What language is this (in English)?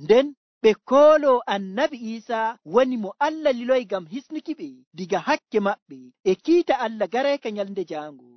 Nigerian Fulfulde